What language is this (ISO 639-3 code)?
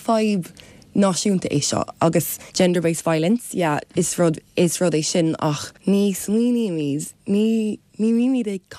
gle